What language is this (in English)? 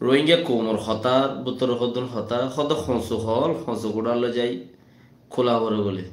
Rohingya